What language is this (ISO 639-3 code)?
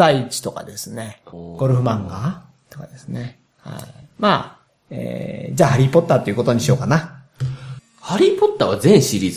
jpn